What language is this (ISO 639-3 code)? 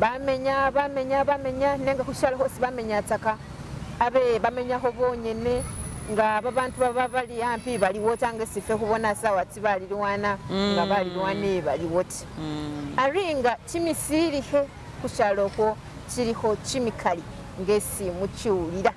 myx